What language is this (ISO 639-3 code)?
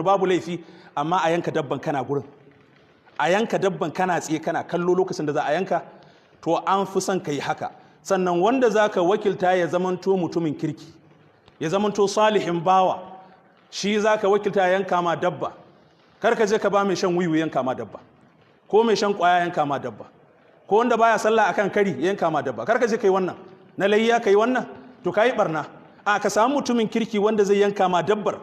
hau